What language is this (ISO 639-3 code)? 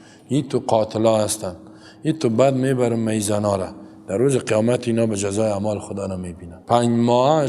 fas